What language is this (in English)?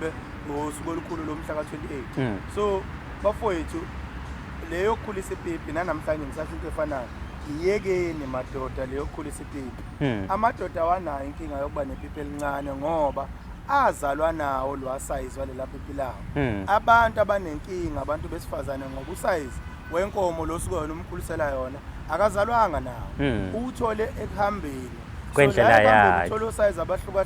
Zulu